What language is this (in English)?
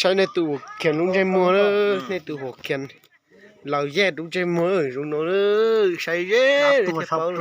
Hmong